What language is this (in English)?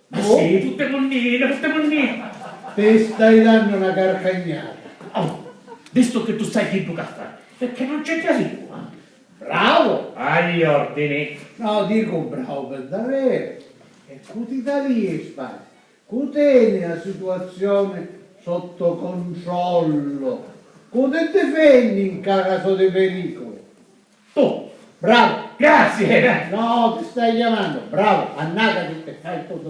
Sicilian